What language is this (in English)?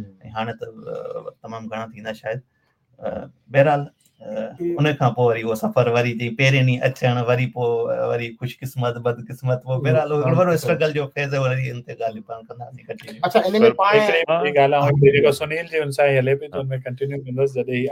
Sindhi